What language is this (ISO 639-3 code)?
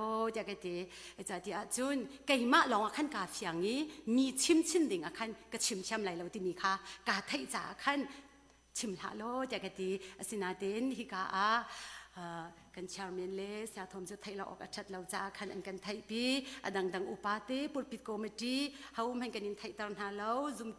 cnh